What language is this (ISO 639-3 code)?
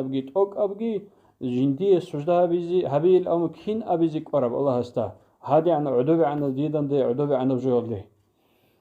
ava